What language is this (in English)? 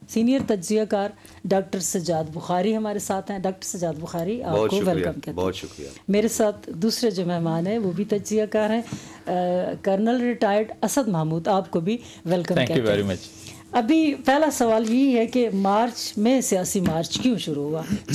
Urdu